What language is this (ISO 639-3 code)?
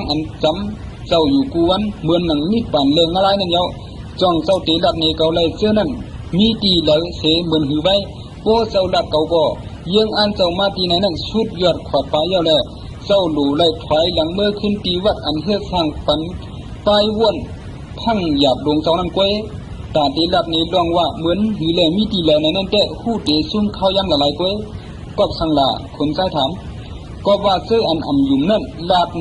shn